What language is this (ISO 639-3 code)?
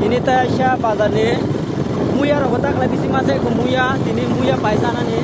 trp